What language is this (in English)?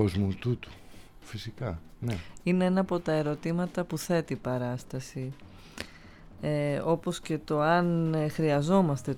Greek